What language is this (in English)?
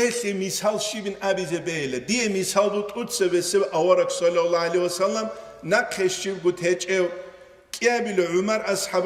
Avaric